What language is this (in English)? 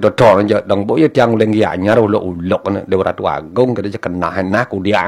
Balinese